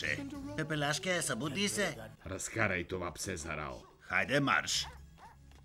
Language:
Bulgarian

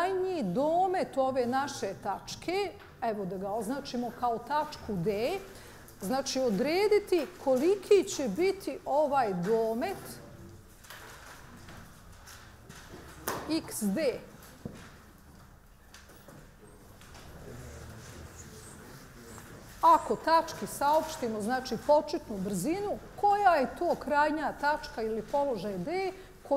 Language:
Bosnian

